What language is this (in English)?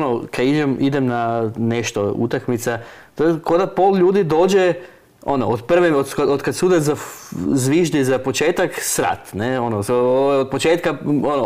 Croatian